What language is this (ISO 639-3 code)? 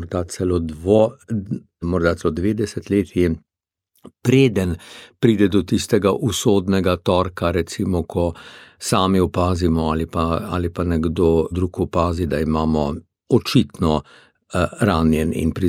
slv